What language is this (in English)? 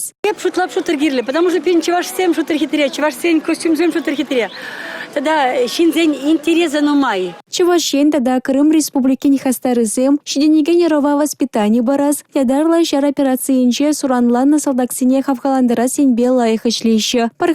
Chuvash